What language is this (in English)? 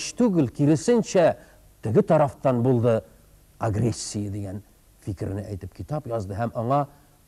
Tatar